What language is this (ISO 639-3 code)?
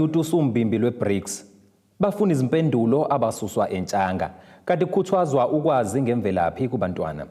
zul